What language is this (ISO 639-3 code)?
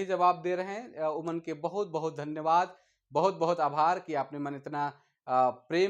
sck